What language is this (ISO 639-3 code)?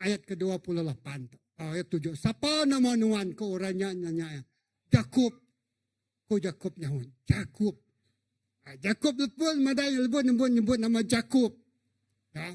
iba